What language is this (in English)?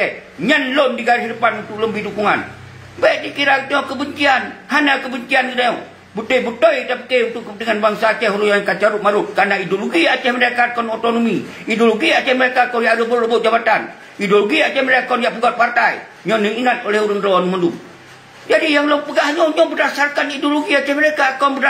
Achinese